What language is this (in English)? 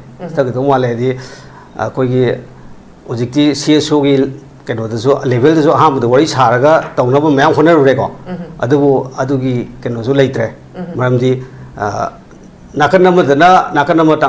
Manipuri